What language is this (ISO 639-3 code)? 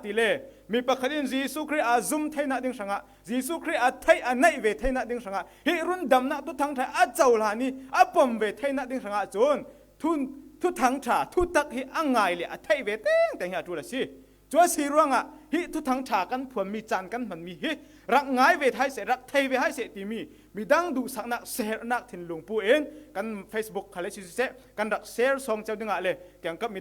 cfm